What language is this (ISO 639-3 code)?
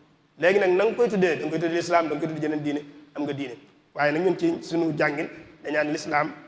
wol